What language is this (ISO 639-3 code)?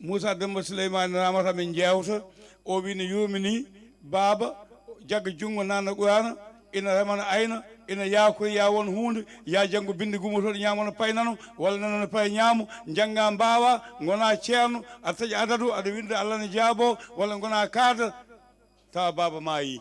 ful